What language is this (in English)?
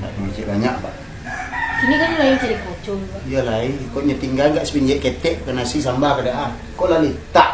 Minangkabau